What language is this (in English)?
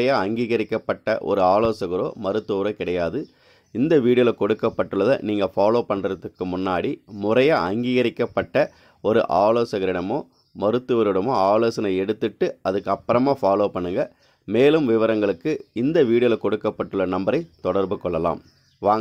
Tamil